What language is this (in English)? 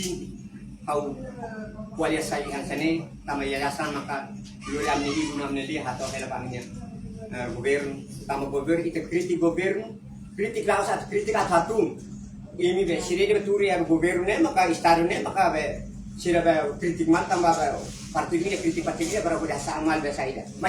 Tetum